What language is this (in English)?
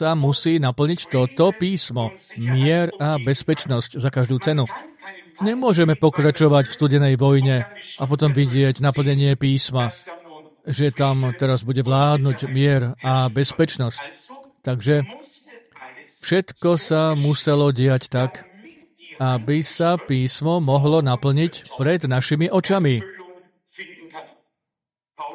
Slovak